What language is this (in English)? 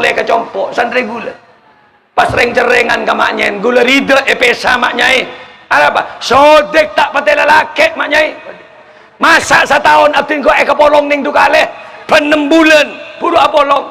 Madurese